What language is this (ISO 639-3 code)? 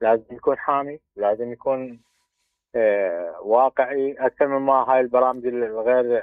acm